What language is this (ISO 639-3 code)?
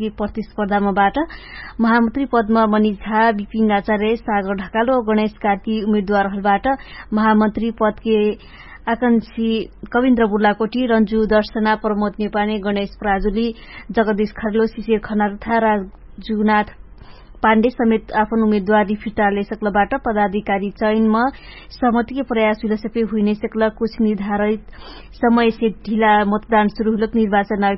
thl